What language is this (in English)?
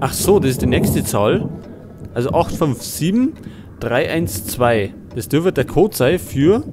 Bavarian